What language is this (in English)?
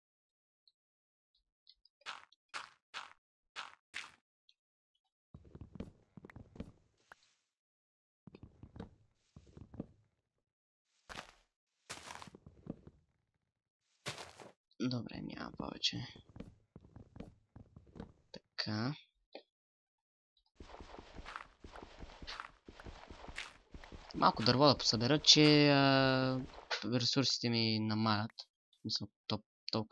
Bulgarian